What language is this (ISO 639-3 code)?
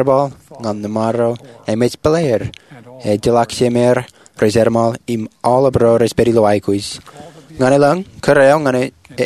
mah